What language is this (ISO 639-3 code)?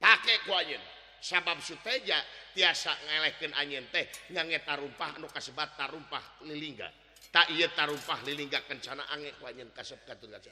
sun